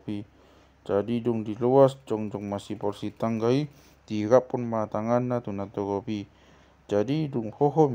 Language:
Batak Toba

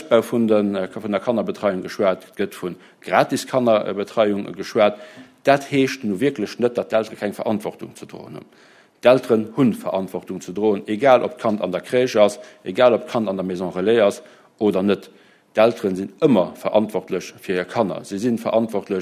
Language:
Luxembourgish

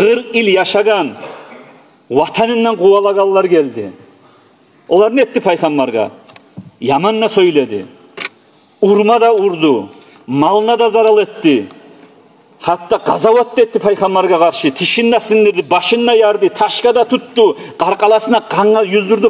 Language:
Kumyk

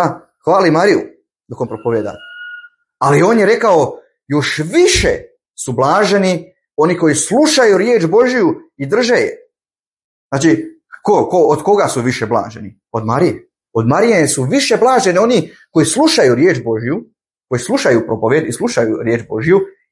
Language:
Bosnian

